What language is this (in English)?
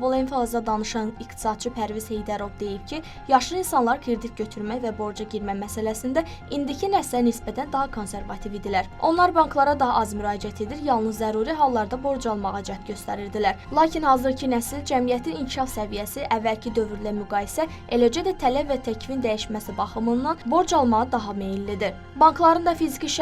Azerbaijani